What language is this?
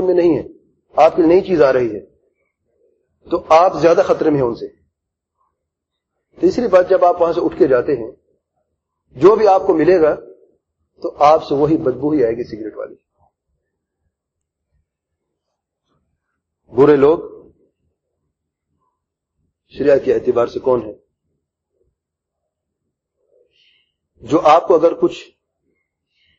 Urdu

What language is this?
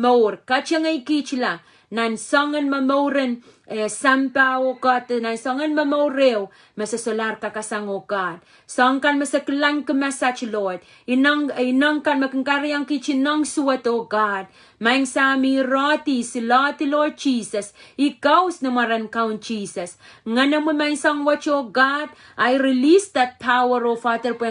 Pohnpeian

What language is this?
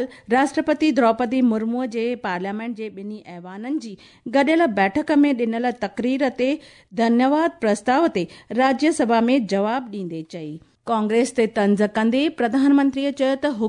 Sindhi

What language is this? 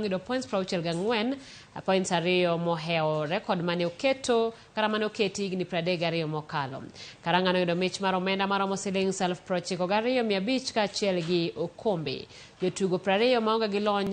Luo (Kenya and Tanzania)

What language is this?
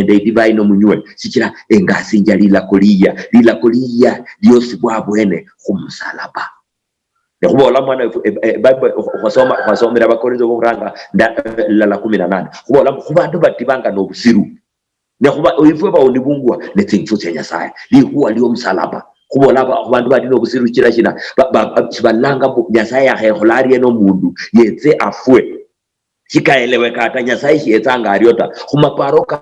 Luyia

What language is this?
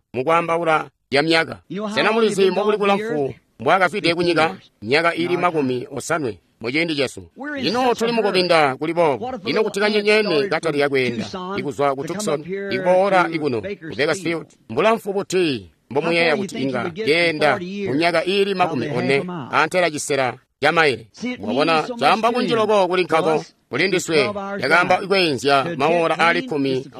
Tonga (Zambia)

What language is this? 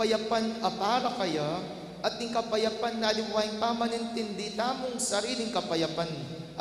Pampanga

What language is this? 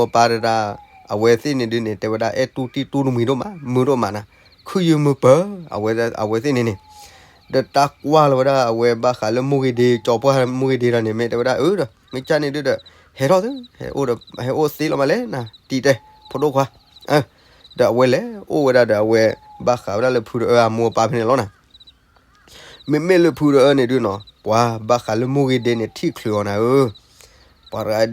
S'gaw Karen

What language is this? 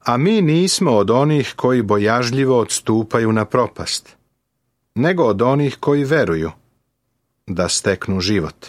Serbian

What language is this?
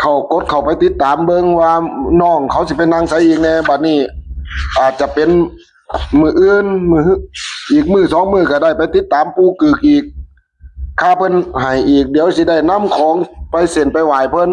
Northeastern Thai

